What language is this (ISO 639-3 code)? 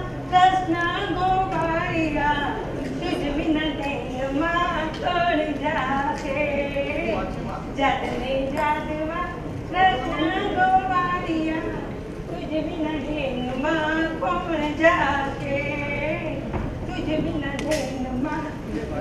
guj